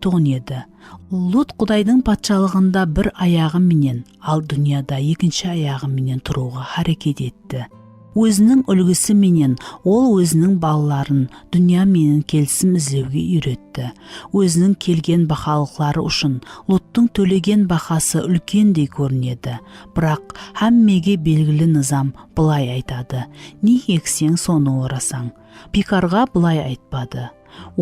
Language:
Kara-Kalpak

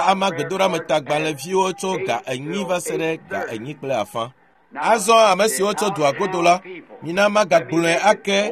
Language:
Ewe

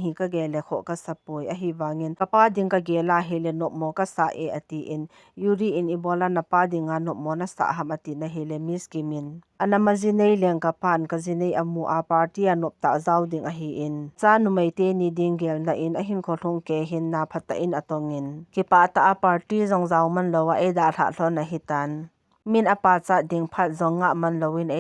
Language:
Thado Chin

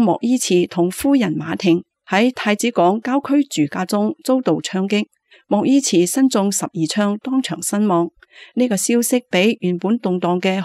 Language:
Cantonese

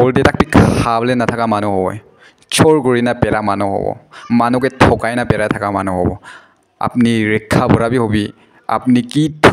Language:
Naga Pidgin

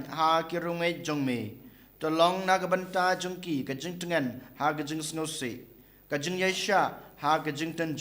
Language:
Khasi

